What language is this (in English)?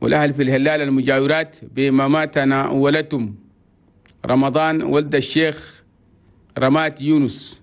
Chadian Arabic